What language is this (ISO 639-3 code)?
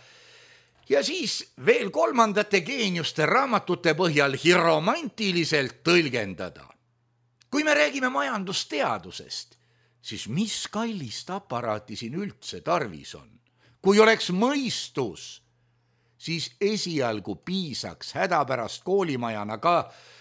est